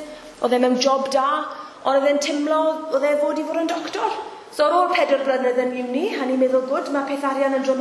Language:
Welsh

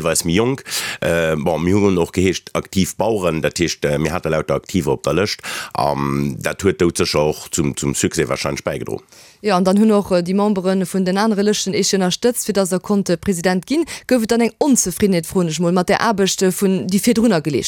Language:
Luxembourgish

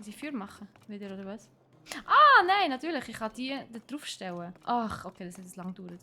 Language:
Swiss German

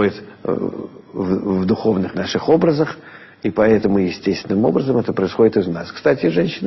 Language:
Russian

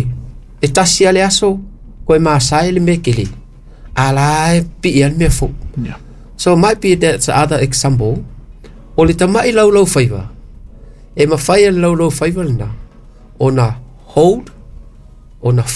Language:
Samoan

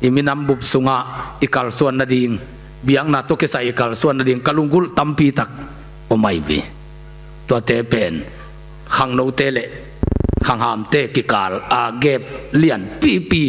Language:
Tedim Chin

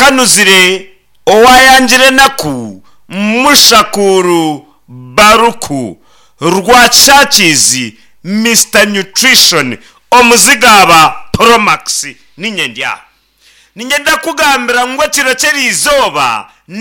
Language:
Nyankole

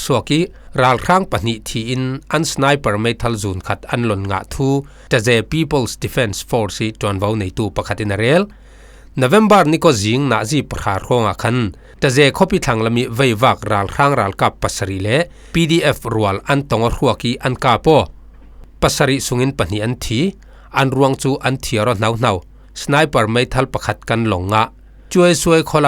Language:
Falam Chin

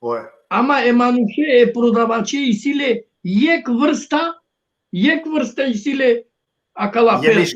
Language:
Balkan Romani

